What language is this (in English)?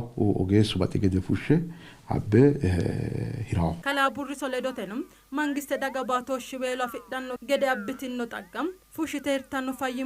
Sidamo